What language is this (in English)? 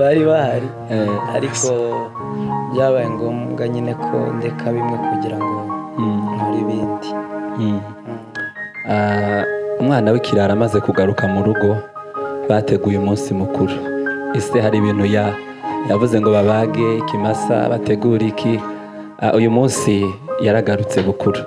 Kinyarwanda